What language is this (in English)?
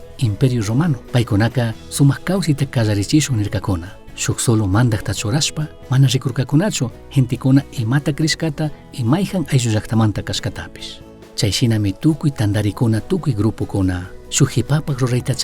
Chimborazo Highland Quichua